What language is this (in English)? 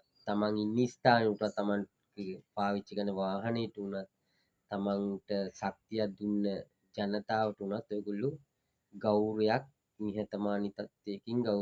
Sinhala